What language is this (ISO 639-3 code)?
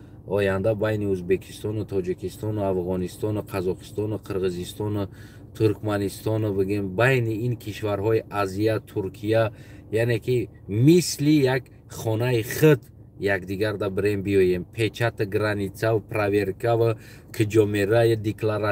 tgk